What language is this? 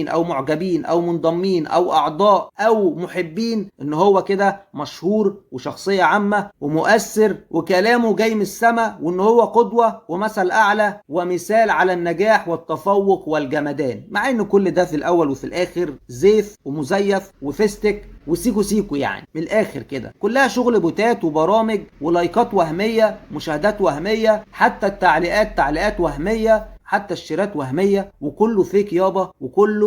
Egyptian Arabic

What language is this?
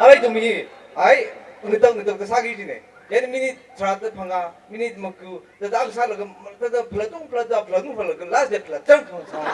Tangkhul Naga (India)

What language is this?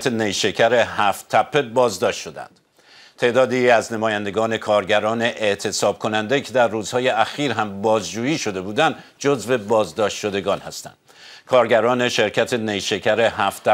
Persian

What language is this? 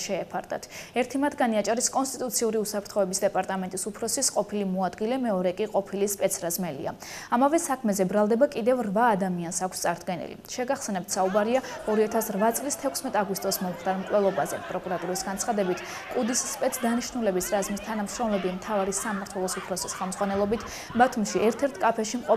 Georgian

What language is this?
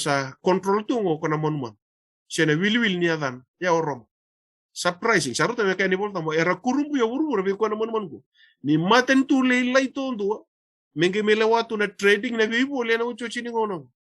Fijian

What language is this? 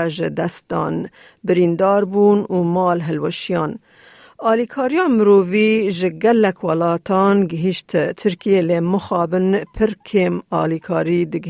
Kurdish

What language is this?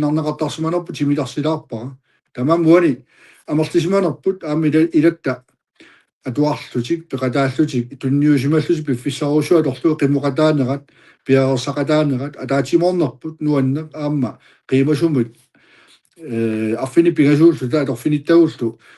Kalaallisut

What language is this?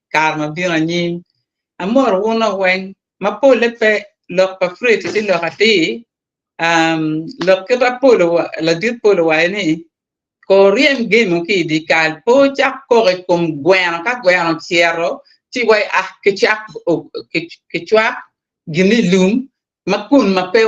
Acoli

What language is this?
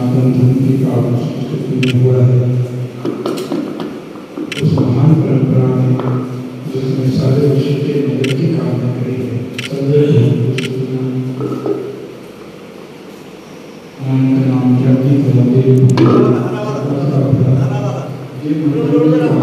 Hindi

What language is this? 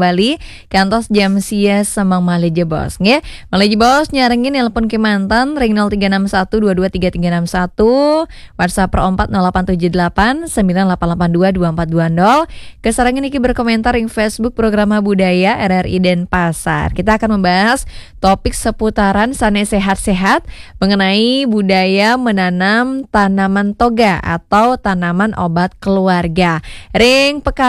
Balinese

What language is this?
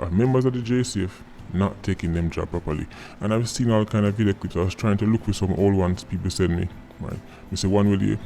Jamaican Creole English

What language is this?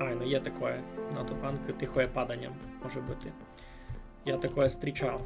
Rusyn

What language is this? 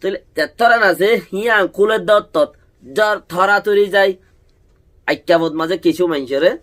Rohingya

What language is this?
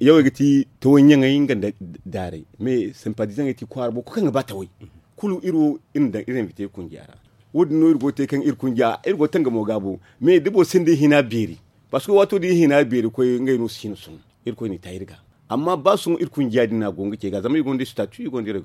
Zarma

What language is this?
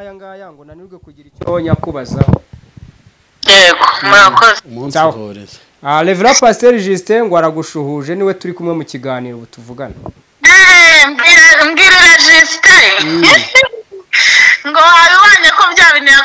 Kinyarwanda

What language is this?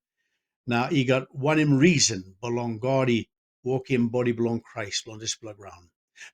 Tok Pisin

